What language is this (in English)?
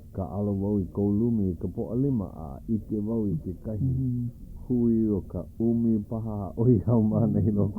Hawaiian